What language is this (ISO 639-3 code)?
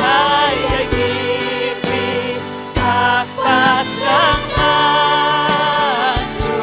quy